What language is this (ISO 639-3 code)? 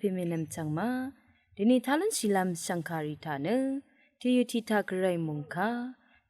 raw